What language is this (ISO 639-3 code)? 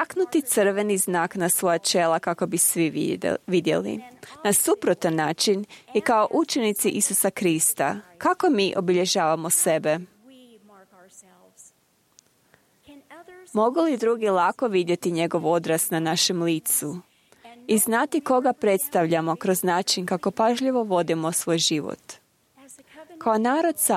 hrv